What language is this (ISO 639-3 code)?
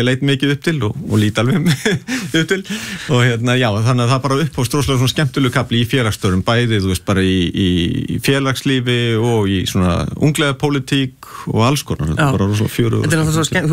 isl